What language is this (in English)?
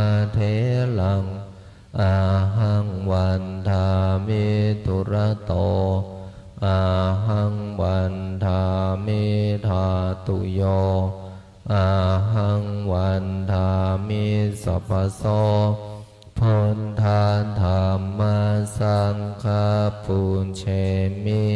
Pali